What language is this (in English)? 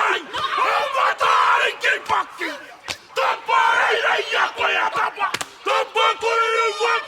Māori